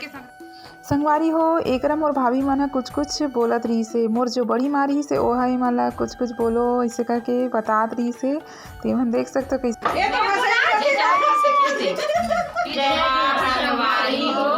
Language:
Chhattisgarhi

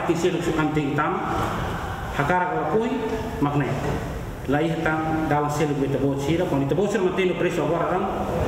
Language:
Tetum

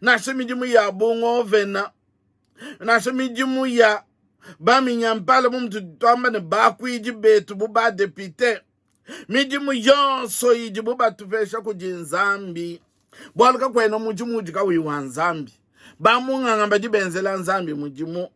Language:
Luba-Lulua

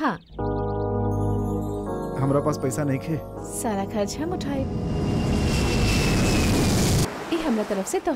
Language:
Bhojpuri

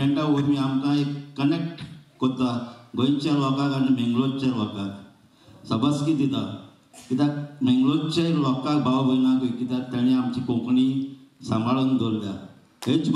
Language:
Konkani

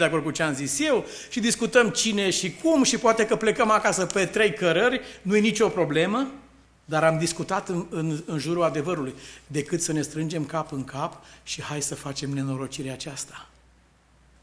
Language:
Romanian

